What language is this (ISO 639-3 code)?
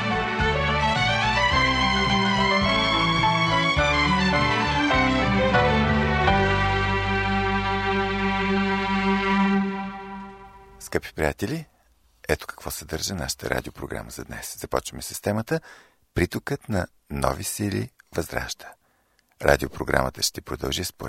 bul